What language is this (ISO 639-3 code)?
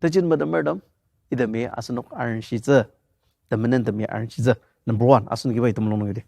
njo